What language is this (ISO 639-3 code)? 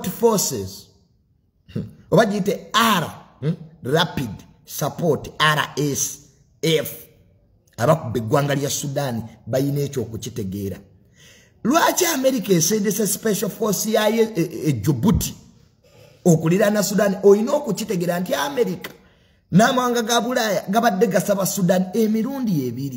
lug